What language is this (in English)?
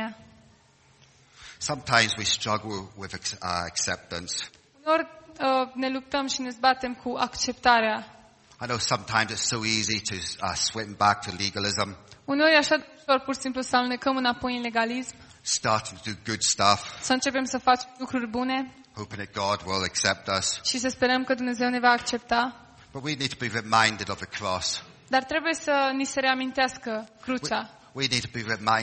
Romanian